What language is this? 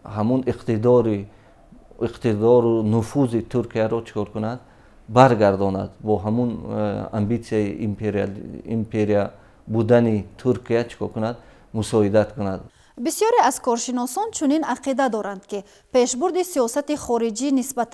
Tajik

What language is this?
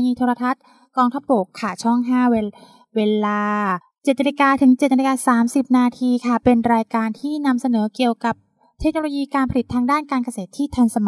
Thai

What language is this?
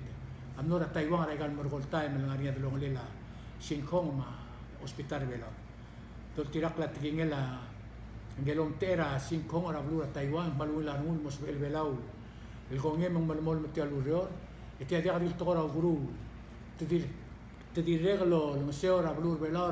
Palauan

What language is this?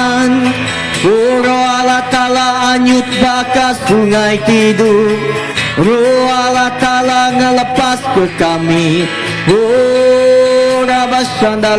Iban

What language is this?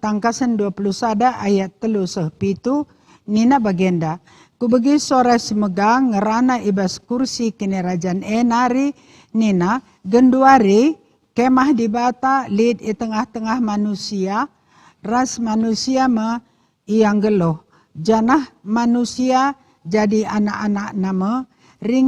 Batak Karo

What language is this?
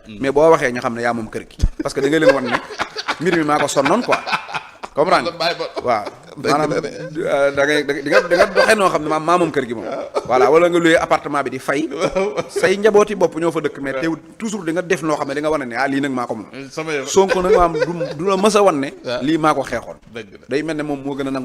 Wolof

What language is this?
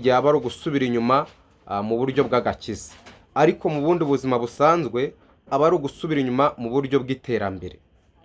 Kinyarwanda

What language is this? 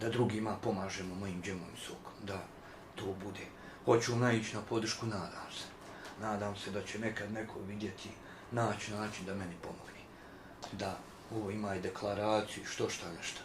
Bosnian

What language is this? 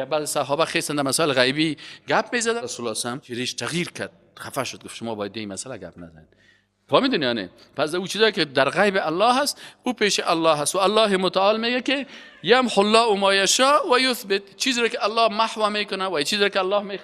Persian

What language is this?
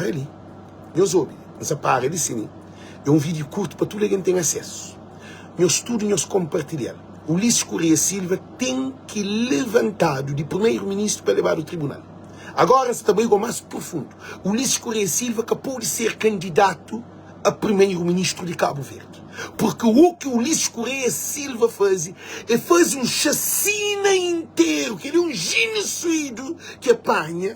Kabuverdianu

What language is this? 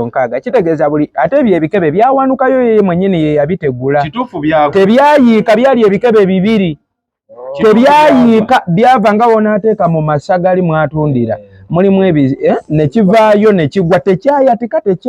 Ganda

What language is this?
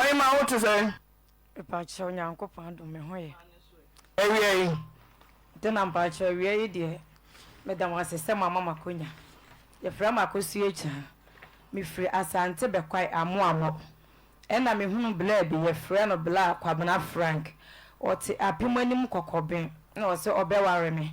Akan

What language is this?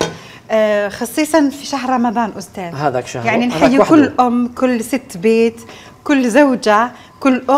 Algerian Arabic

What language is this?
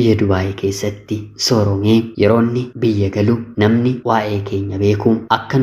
Oromo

